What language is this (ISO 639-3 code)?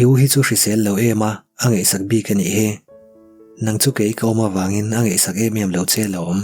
lus